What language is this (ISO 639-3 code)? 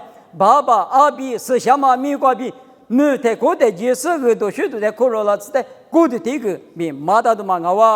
lis